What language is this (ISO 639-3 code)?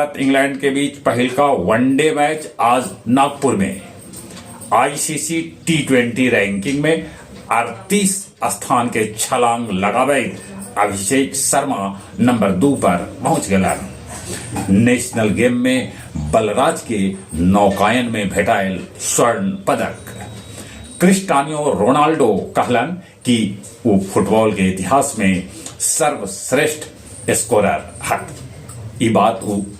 mag